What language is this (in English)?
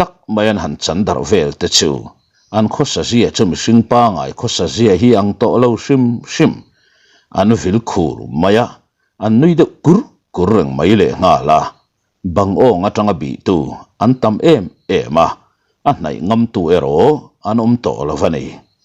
Mizo